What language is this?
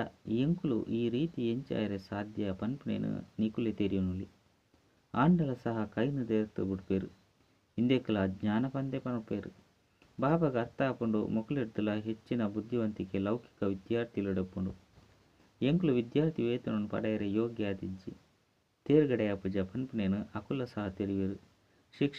Tulu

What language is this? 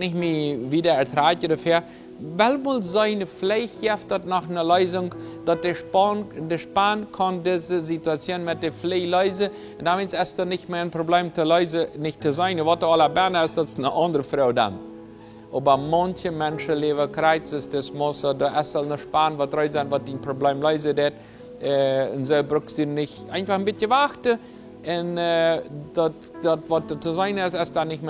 Plautdietsch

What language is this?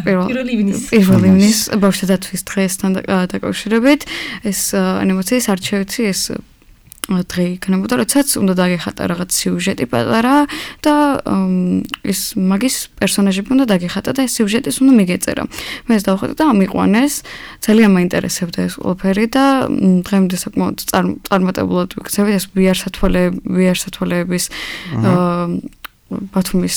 Georgian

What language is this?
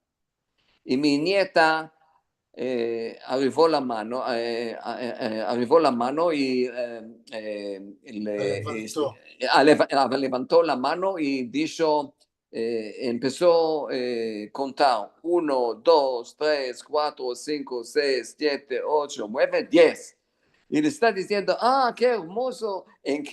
Ladino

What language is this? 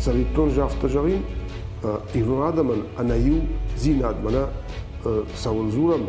Ossetic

